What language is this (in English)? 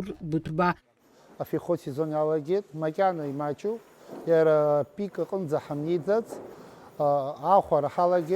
Abkhazian